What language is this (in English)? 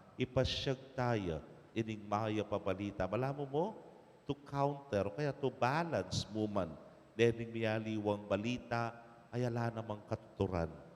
Pampanga